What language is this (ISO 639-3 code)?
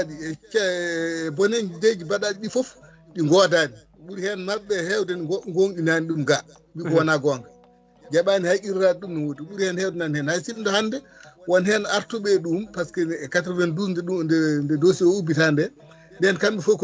ful